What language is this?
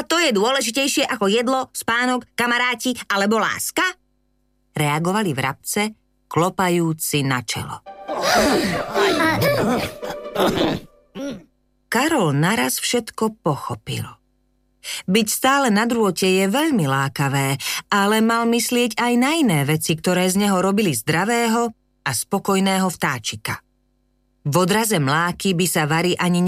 Slovak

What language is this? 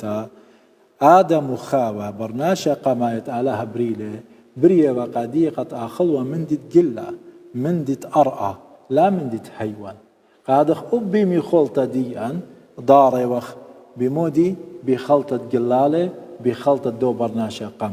Assyrian Neo-Aramaic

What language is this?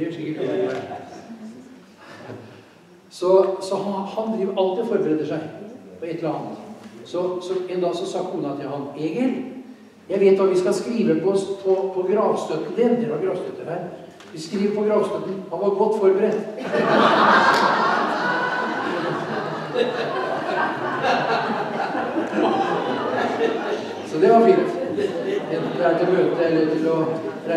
Norwegian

